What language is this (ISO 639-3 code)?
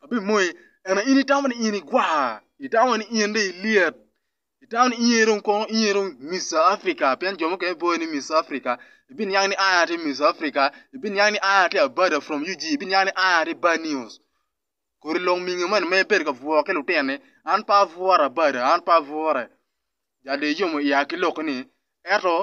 ach